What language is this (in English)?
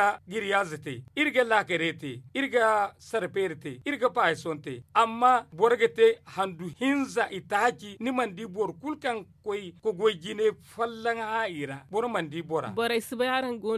Zarma